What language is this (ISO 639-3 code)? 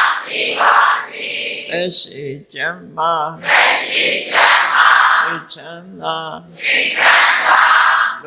mya